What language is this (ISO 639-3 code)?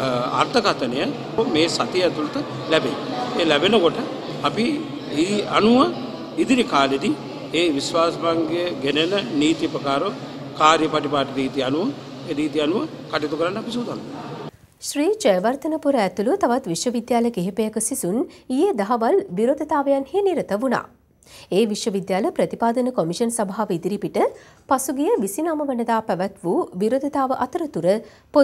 sin